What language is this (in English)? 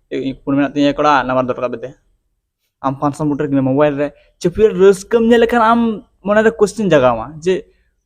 Santali